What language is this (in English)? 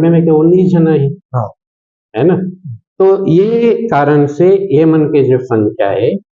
Chhattisgarhi